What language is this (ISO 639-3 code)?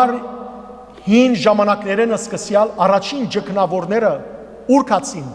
hyw